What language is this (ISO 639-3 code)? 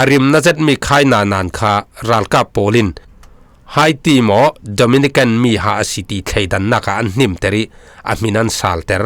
cfm